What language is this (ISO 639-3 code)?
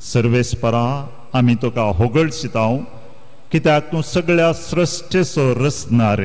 kok